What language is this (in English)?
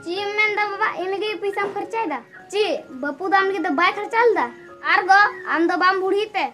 Santali